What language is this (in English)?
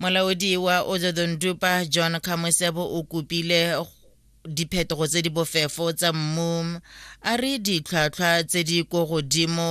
Tswana